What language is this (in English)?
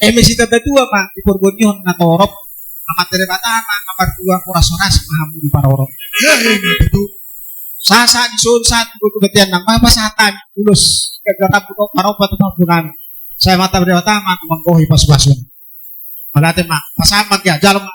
Batak Toba